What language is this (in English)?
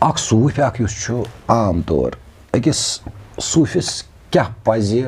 Kashmiri